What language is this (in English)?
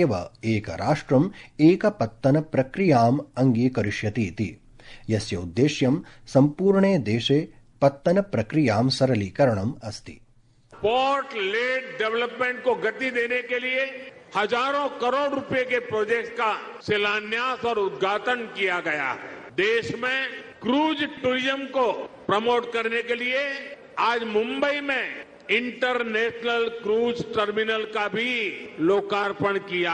Sanskrit